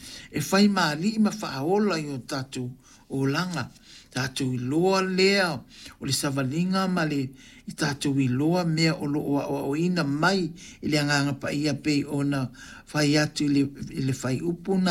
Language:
Samoan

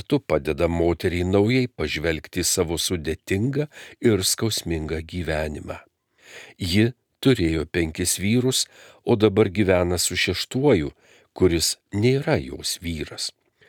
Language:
Lithuanian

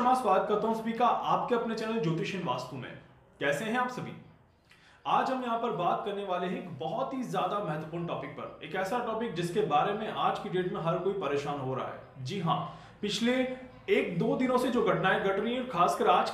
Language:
Hindi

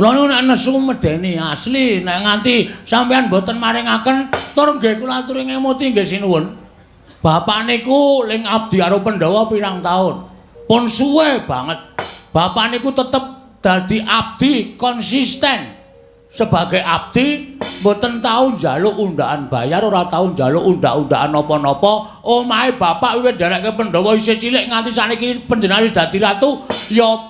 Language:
Javanese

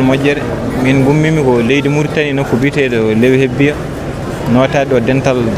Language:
Fula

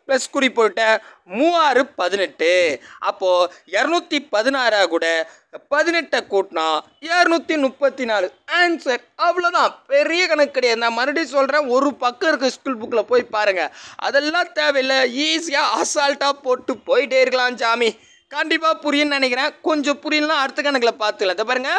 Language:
Tamil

